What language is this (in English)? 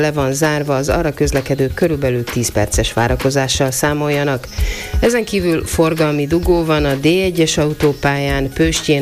Hungarian